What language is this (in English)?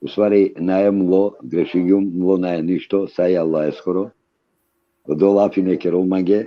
Balkan Romani